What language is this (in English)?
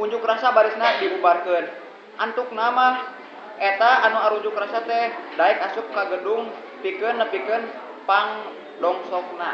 Sundanese